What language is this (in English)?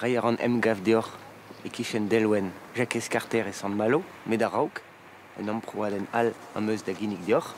Breton